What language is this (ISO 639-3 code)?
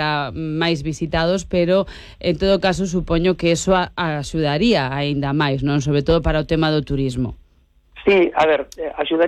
glg